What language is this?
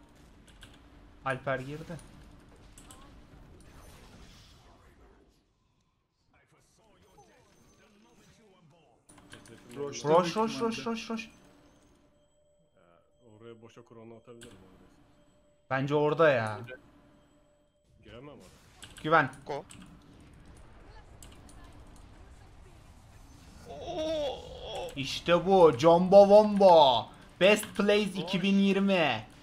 Turkish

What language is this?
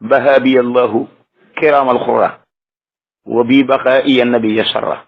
Wolof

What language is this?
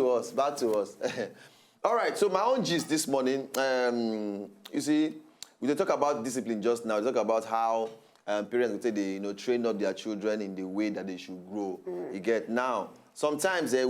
Nigerian Pidgin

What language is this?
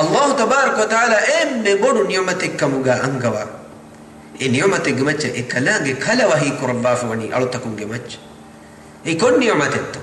Divehi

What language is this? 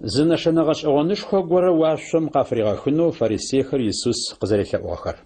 Adyghe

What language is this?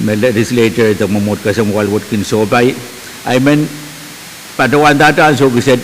Pohnpeian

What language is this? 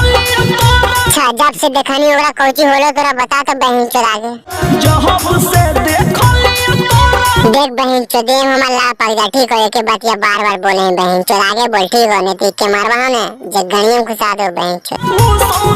Magahi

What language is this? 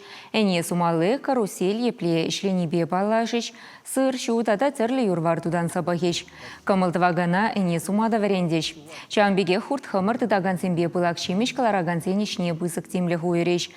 Chuvash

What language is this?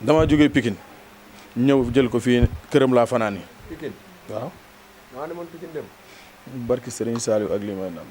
Wolof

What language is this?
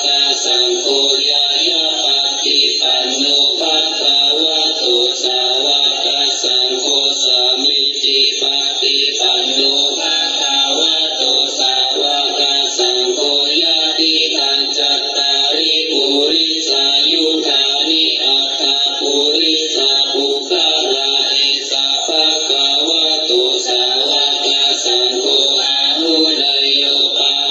Pali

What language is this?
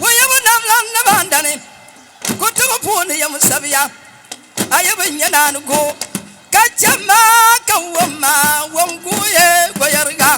Dagbani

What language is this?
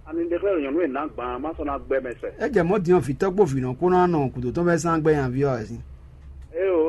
Fon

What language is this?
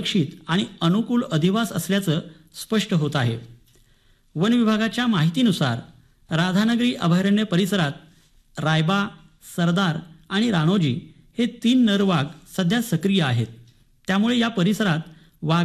Marathi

